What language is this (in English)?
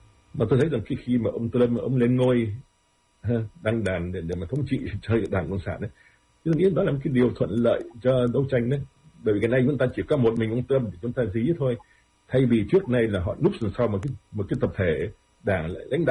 Vietnamese